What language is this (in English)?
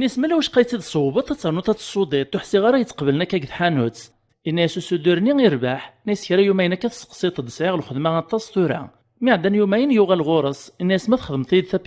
Kabyle